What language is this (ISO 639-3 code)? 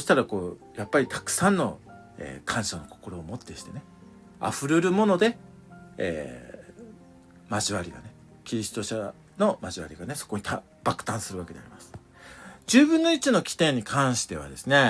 jpn